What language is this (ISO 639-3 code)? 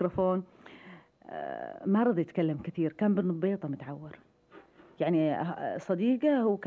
ars